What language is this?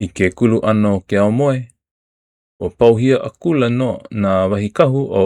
Hawaiian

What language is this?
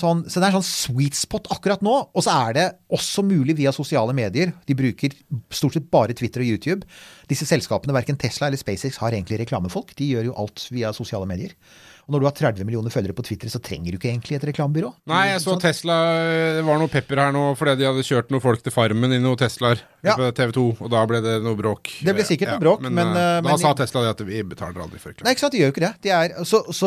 Norwegian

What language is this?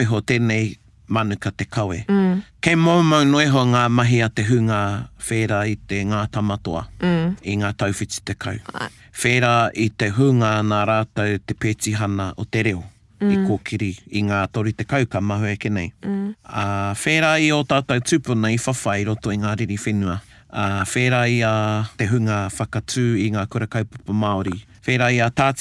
Māori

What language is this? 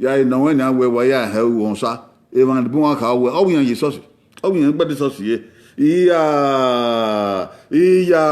Bini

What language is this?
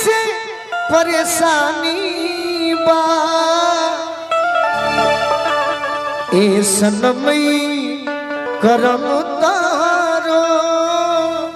Bhojpuri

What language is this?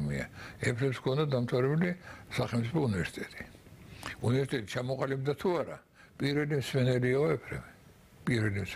Georgian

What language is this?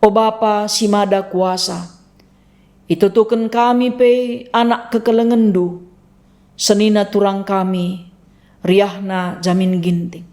Batak Karo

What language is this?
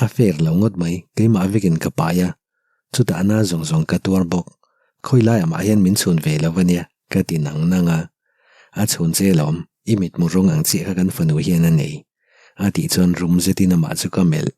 Mizo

